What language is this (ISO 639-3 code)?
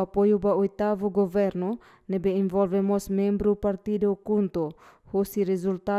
tet